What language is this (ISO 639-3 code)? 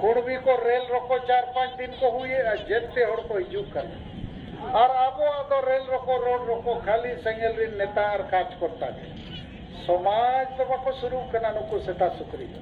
sat